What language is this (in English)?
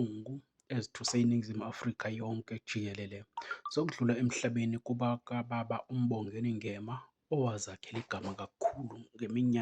Zulu